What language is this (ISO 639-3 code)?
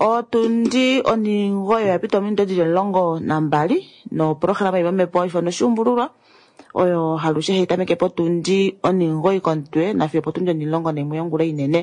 kua